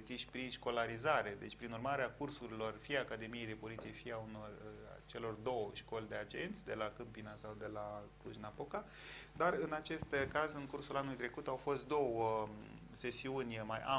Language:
Romanian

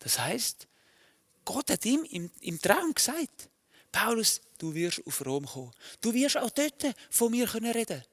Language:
Swiss German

